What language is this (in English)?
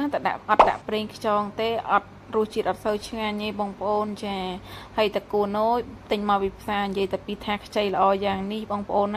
Khmer